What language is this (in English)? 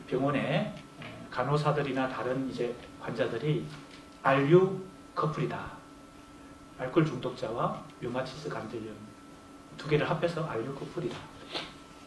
Korean